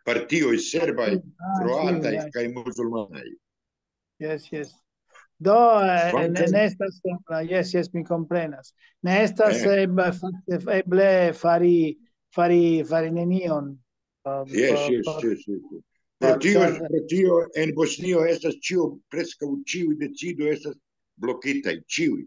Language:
Esperanto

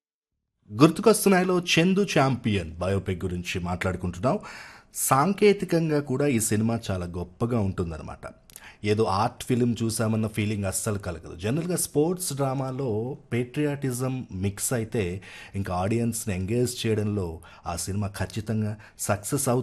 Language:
Telugu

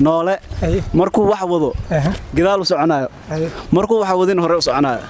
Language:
Somali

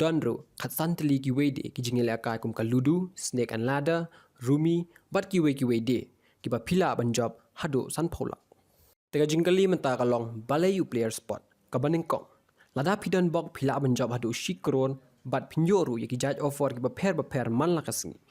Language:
Khasi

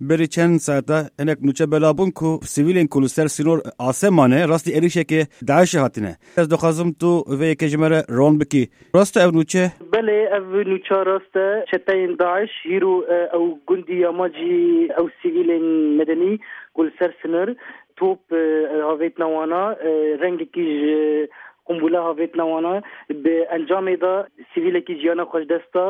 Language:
Kurdish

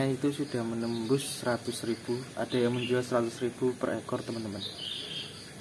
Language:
Indonesian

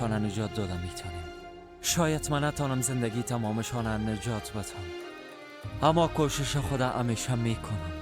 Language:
Persian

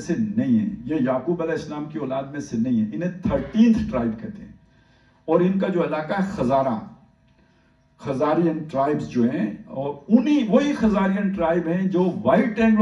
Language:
Urdu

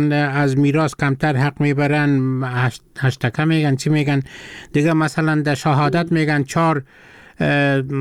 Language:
Persian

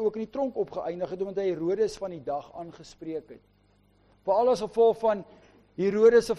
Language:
Afrikaans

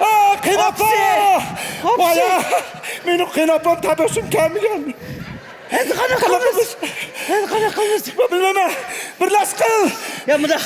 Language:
Uyghur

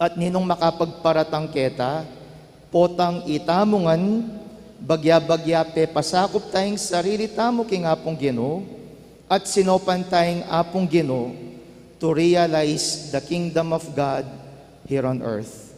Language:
Pampanga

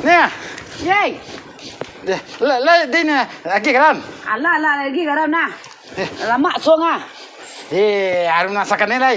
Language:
Minangkabau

